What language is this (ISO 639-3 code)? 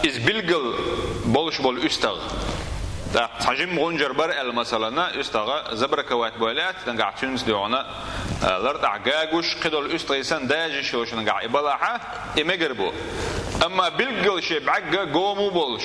che